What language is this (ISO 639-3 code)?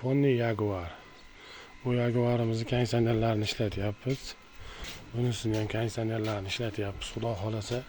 uzb